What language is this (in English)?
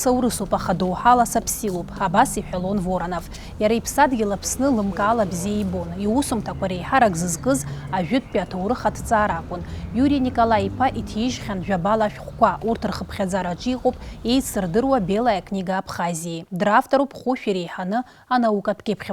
Abkhazian